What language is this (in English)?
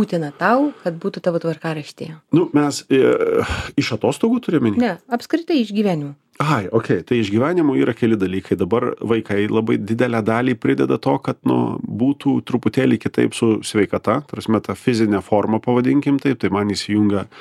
Lithuanian